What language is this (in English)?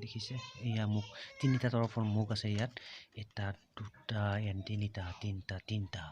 Assamese